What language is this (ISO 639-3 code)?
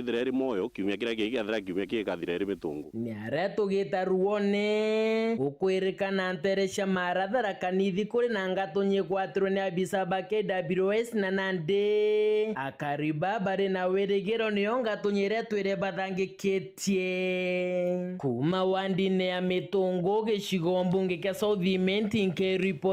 mer